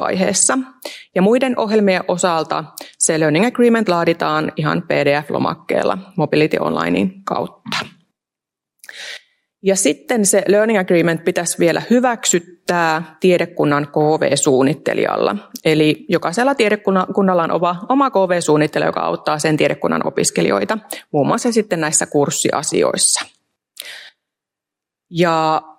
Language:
Finnish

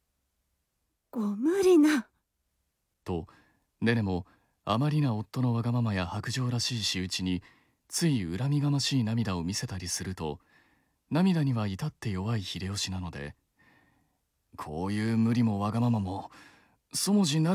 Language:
Japanese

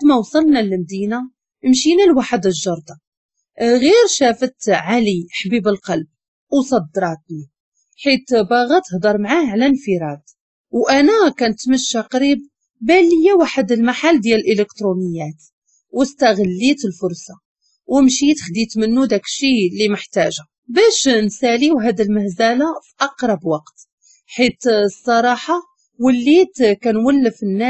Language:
Moroccan Arabic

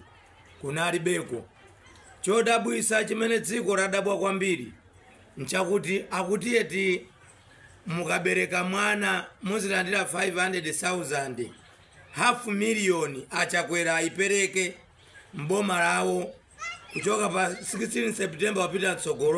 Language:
Nyanja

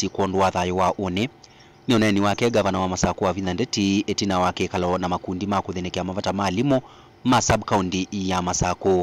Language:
Kamba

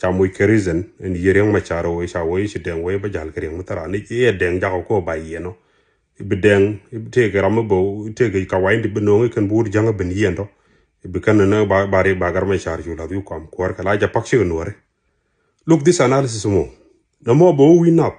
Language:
Nuer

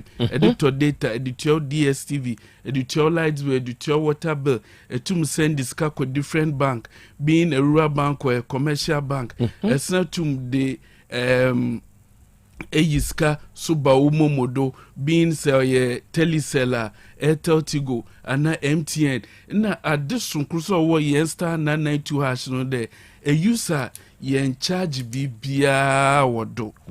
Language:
Akan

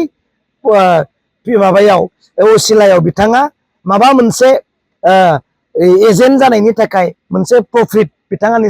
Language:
Bodo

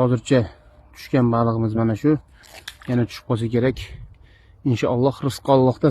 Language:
Uzbek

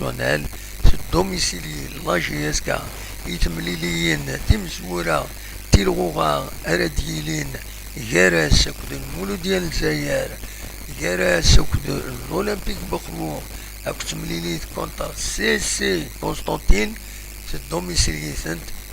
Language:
Kabyle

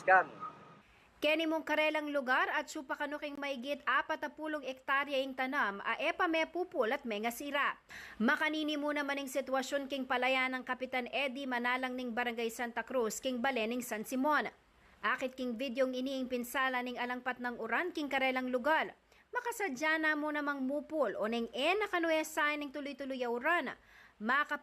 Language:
Pampanga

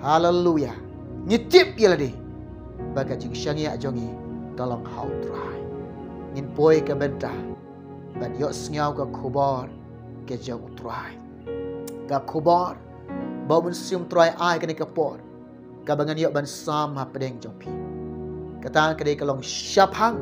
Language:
Khasi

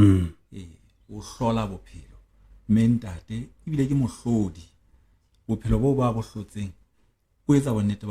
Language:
Southern Sotho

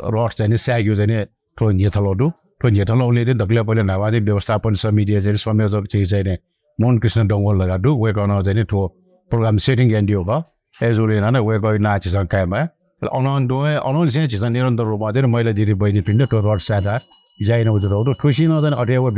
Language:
Newari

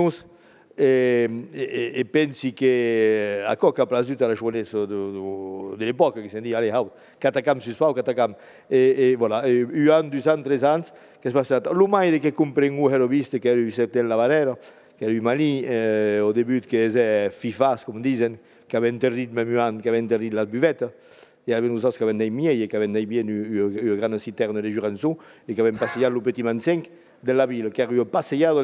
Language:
Occitan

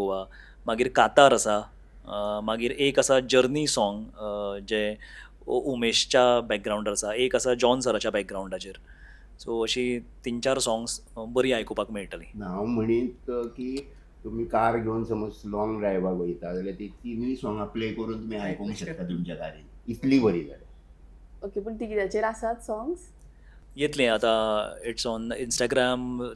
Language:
Konkani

